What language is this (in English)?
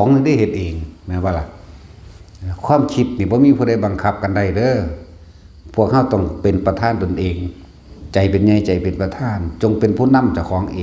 Northeastern Thai